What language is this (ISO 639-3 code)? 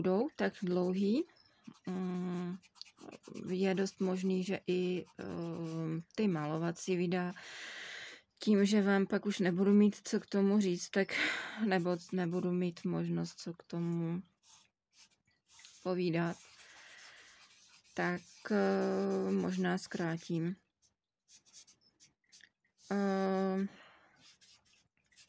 ces